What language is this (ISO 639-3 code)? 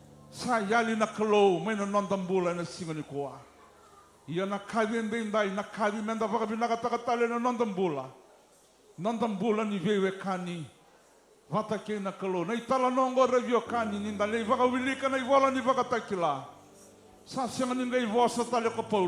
fij